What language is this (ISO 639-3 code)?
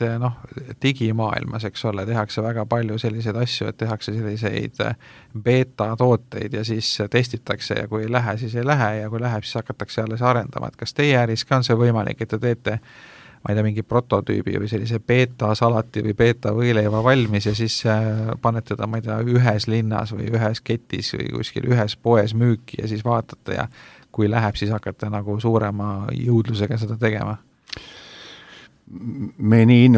est